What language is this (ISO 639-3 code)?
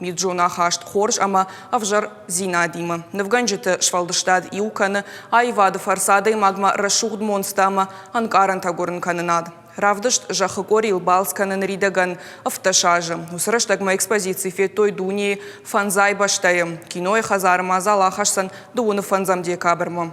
oss